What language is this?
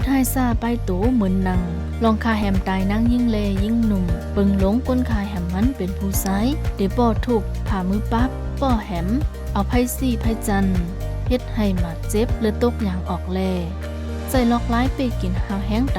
Shan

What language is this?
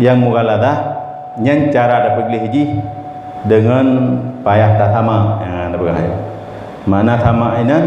Achinese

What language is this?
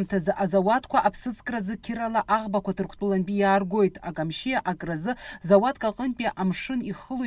Abkhazian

